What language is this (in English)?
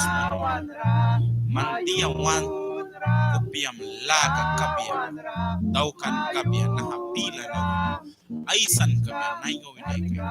Mískito